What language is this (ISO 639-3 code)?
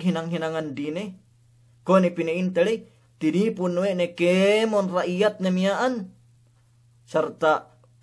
yka